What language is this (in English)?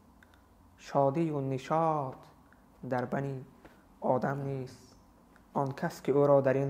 Tajik